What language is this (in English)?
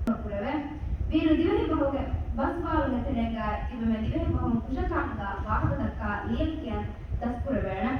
Divehi